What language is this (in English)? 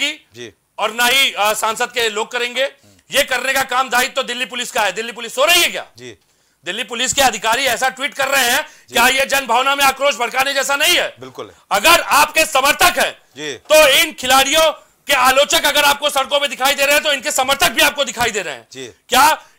Hindi